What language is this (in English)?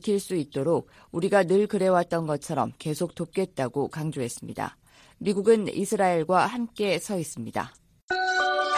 Korean